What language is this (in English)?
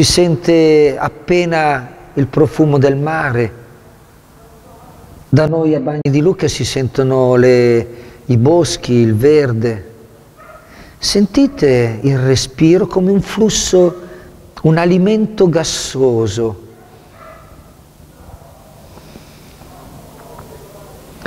Italian